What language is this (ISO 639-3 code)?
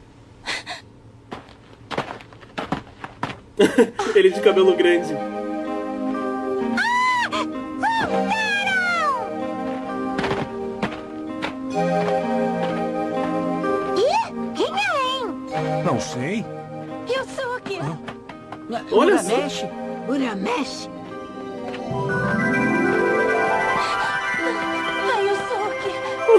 por